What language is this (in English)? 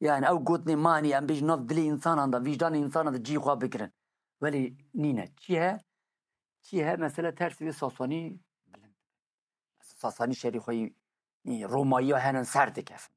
Kurdish